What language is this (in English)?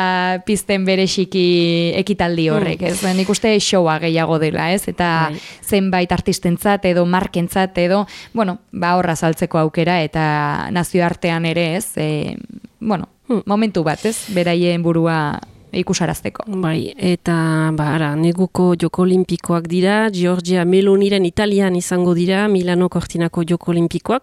Basque